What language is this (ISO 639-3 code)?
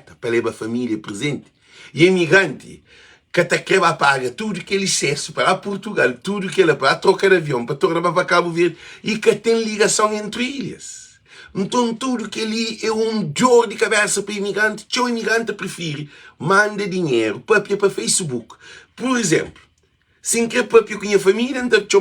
kea